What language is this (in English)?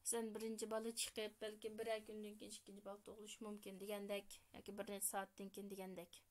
Uyghur